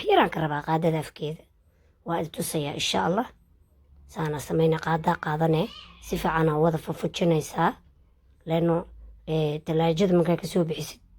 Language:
Somali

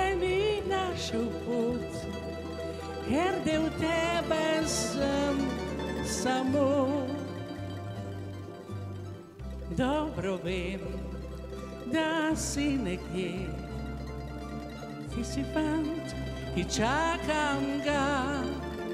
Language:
Slovenian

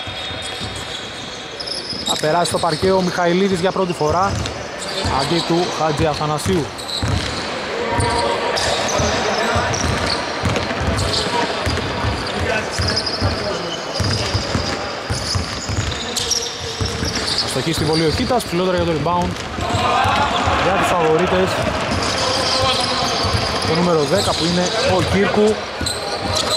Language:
Greek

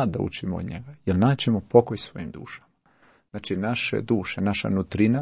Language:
Croatian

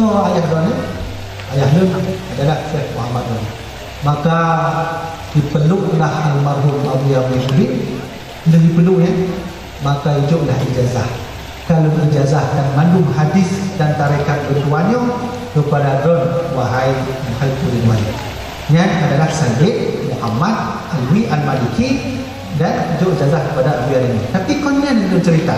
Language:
Achinese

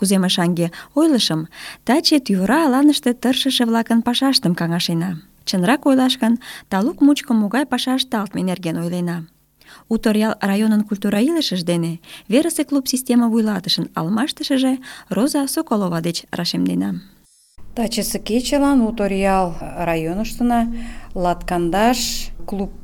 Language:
Mari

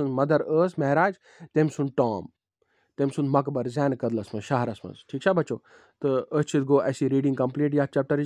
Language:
Kashmiri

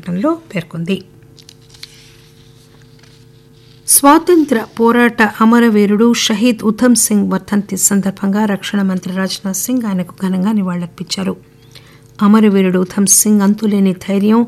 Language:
Telugu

